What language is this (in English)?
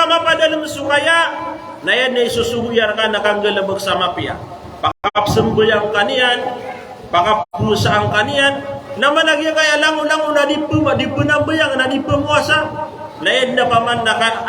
Maranao